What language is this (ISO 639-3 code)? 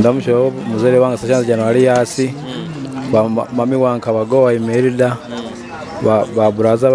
nyo